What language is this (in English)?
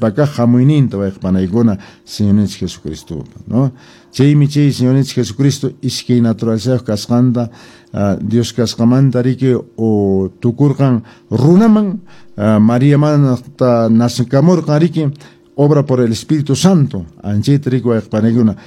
Quechua